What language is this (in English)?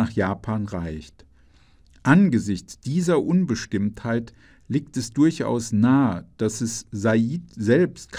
German